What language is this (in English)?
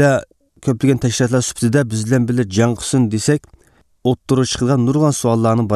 Uyghur